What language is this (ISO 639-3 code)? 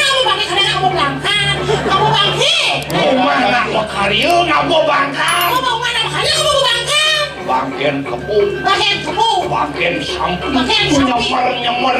ban